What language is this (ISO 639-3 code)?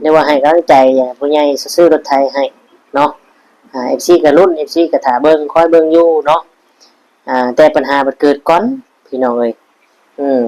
tts